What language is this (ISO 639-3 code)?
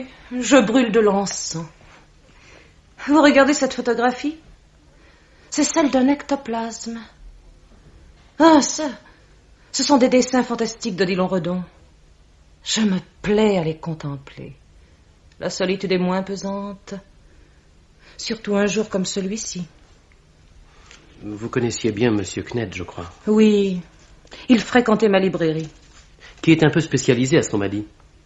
fra